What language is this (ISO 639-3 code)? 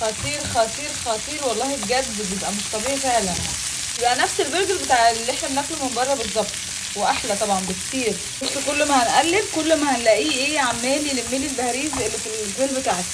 arz